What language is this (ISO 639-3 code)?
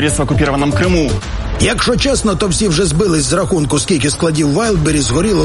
ukr